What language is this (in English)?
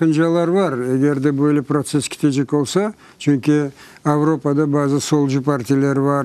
Crimean Tatar